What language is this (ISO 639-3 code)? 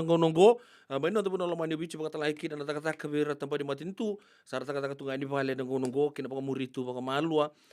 fij